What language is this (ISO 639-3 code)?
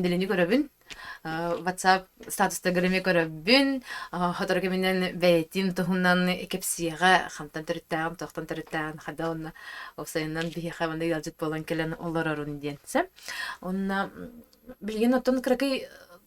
sah